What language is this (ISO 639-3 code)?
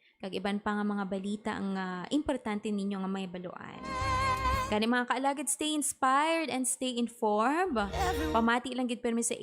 hil